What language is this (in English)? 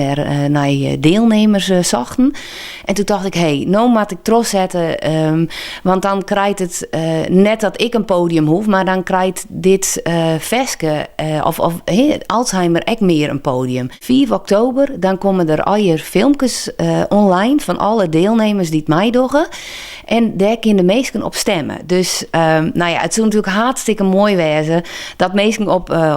Western Frisian